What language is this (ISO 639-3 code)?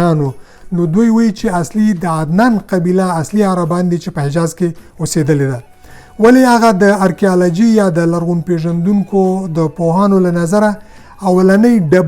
pus